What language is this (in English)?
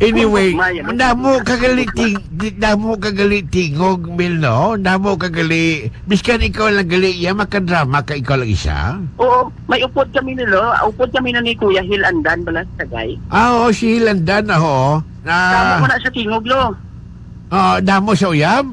Hiligaynon